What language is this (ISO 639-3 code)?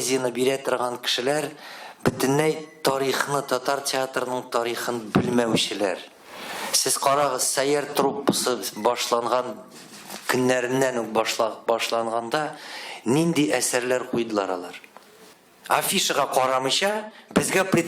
tat